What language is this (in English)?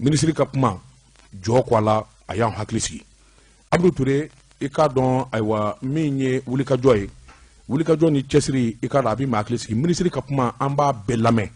Bambara